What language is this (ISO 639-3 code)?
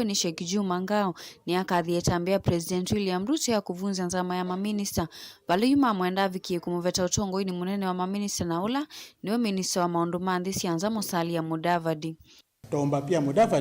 kam